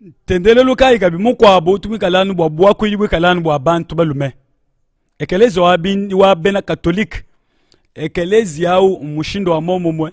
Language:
Luba-Lulua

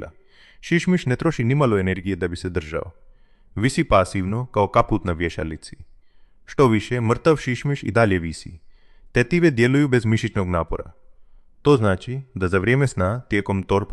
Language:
Croatian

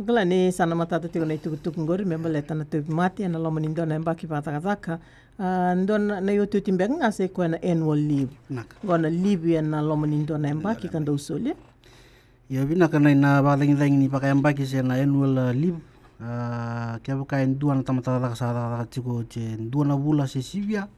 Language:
Fijian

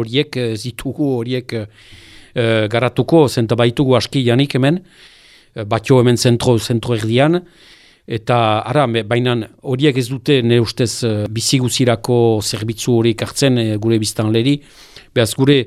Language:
Basque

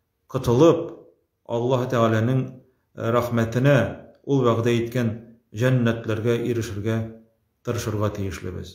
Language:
Tatar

